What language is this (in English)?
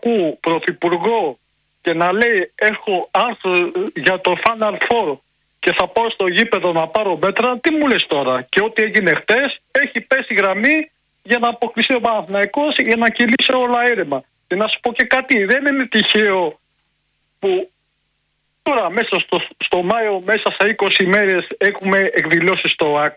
Greek